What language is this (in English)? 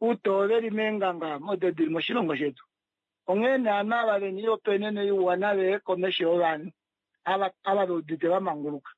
Kuanyama